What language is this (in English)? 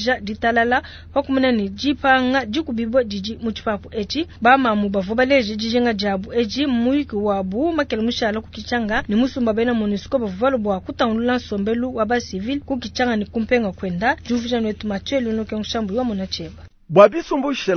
Luba-Lulua